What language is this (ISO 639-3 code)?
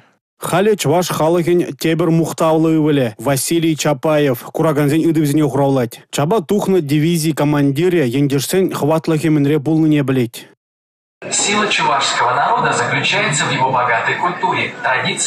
chv